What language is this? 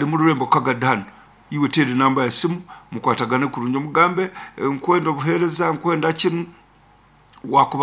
Nyoro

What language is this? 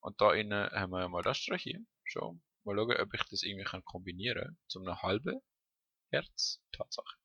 Swiss German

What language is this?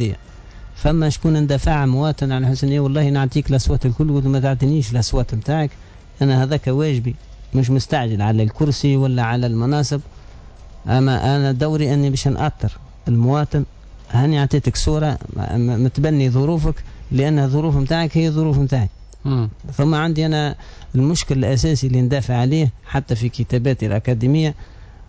Tunisian Arabic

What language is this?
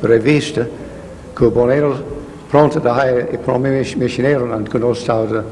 Papiamento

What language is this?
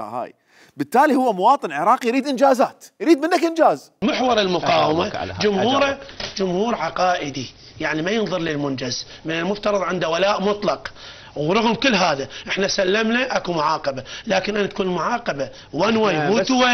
Mesopotamian Arabic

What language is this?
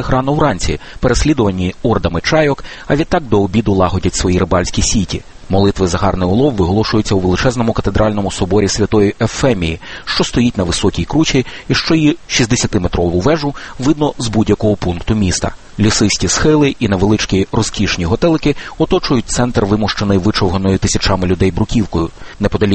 Ukrainian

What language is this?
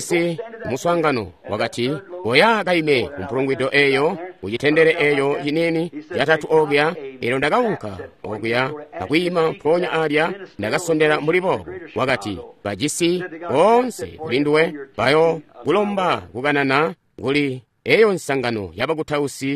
Tonga (Zambia)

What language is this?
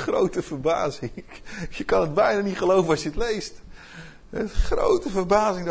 Dutch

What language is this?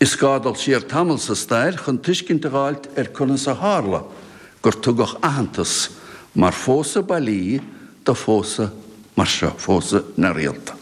Irish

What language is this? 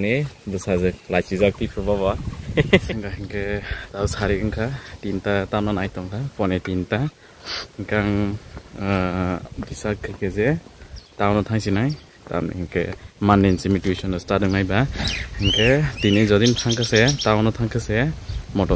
Kok Borok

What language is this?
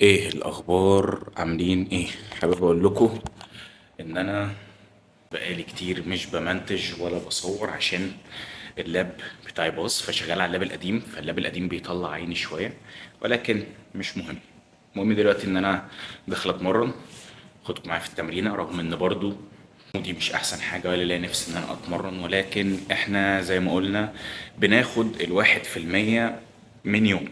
Egyptian Arabic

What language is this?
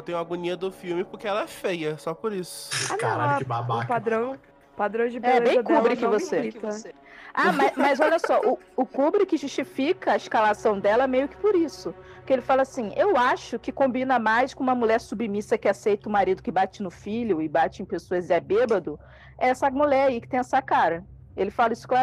Portuguese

